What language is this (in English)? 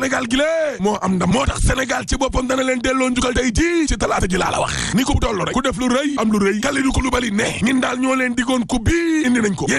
Wolof